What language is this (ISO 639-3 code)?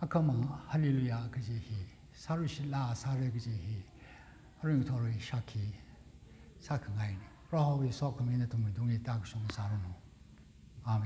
nmf